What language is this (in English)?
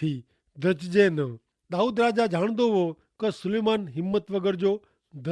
Kachhi